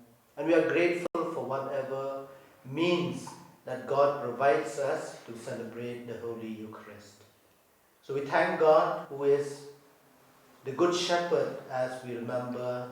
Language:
Garo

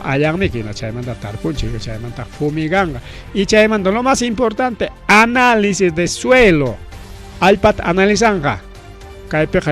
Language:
Ayacucho Quechua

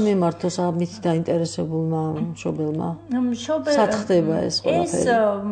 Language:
Georgian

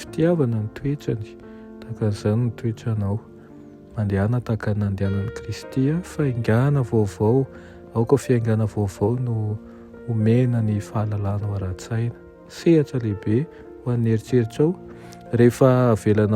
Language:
Malagasy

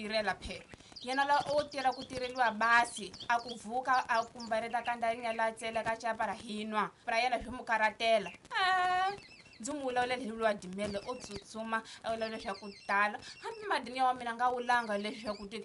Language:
Tsonga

